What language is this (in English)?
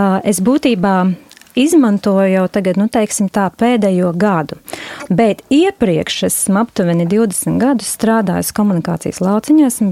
Latvian